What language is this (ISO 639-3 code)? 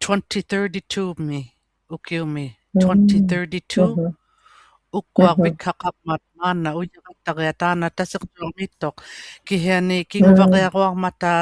iku